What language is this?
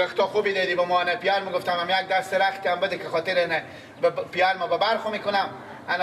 Persian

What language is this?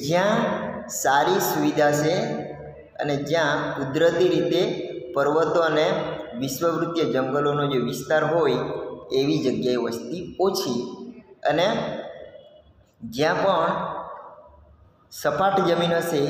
Gujarati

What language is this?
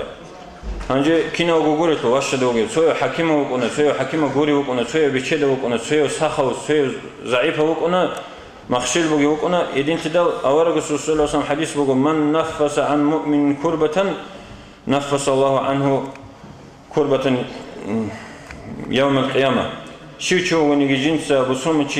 Avaric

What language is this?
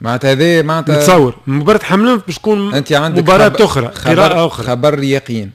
Tunisian Arabic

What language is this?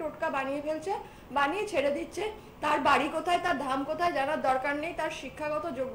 Bangla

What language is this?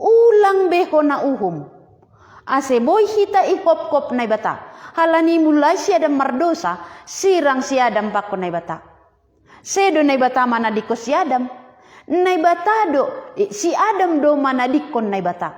Batak Simalungun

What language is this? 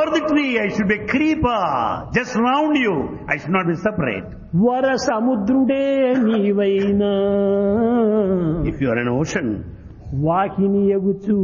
Telugu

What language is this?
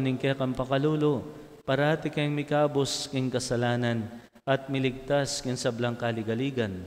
Pampanga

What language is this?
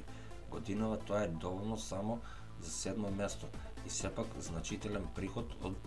Macedonian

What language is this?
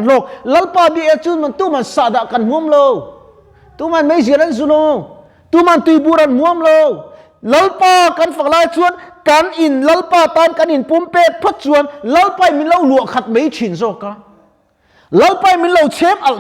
Mizo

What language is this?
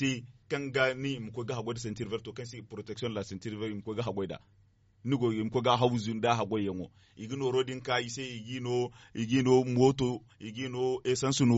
Zarma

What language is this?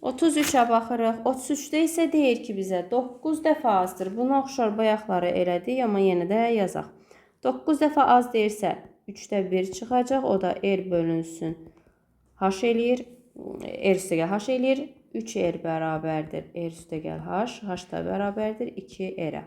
Azerbaijani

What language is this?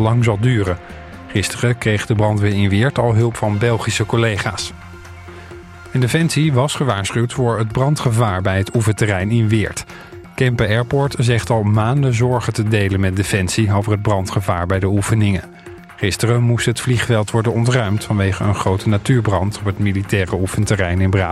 Dutch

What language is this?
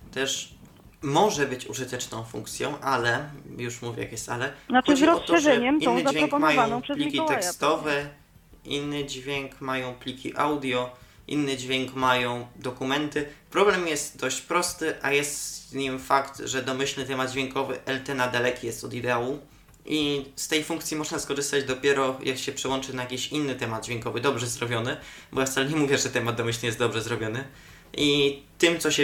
Polish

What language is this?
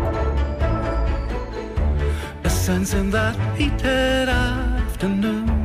Polish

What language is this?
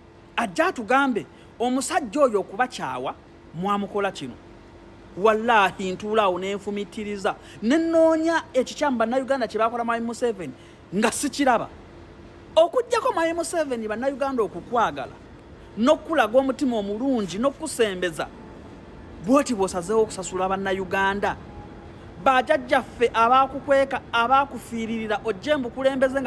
Ganda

